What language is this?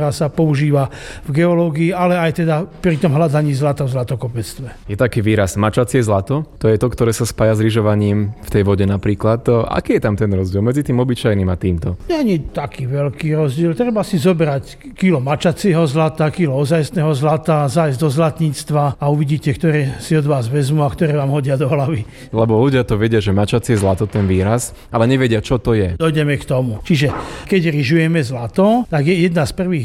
Slovak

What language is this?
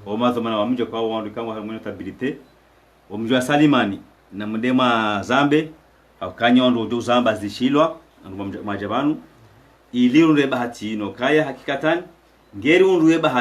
Ngazidja Comorian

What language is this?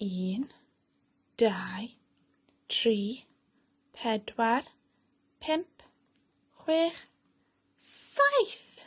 Welsh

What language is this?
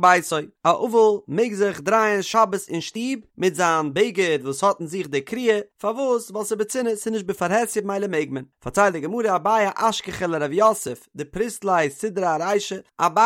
Yiddish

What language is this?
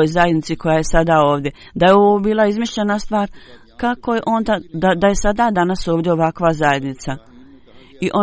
Bosnian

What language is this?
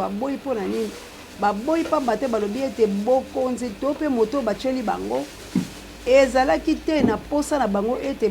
Lingala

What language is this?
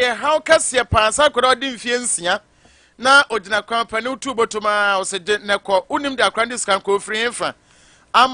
Akan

